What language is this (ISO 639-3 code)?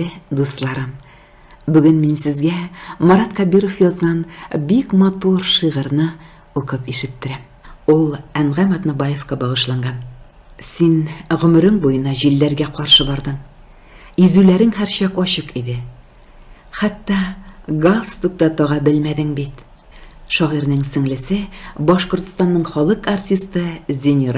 tat